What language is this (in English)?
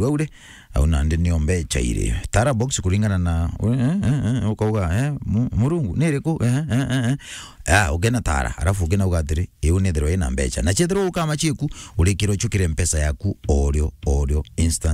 Meru